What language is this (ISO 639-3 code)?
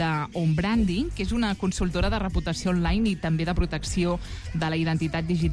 cat